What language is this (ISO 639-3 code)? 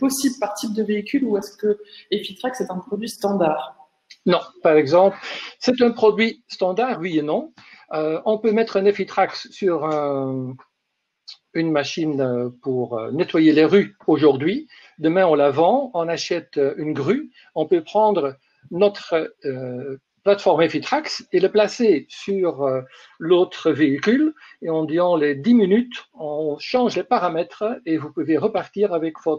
fra